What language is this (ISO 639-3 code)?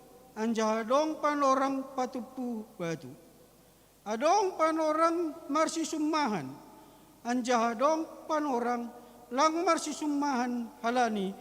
bts